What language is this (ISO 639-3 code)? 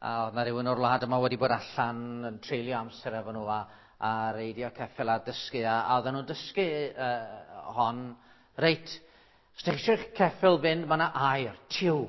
cym